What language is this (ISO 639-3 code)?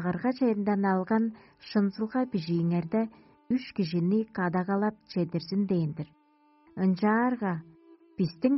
tyv